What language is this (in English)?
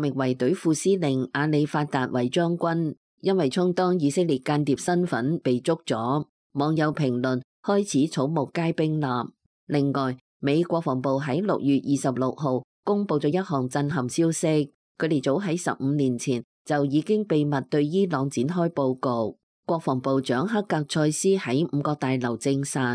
Cantonese